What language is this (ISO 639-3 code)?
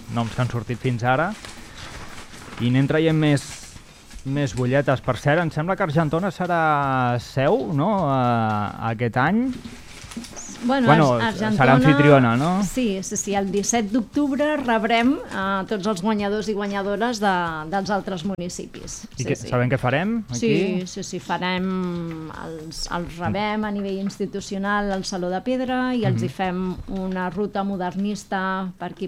cat